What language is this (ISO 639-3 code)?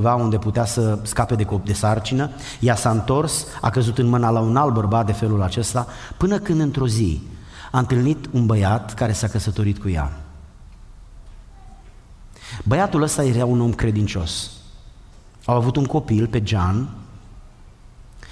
ron